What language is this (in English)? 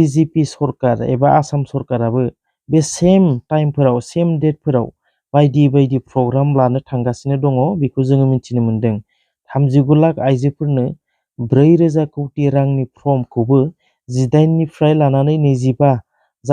Bodo